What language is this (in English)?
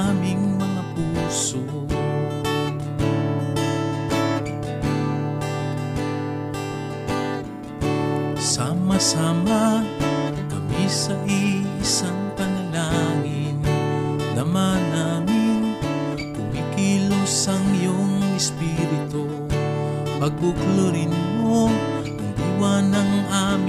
Filipino